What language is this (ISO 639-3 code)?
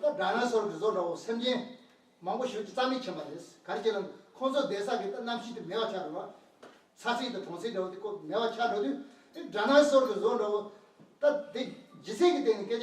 bod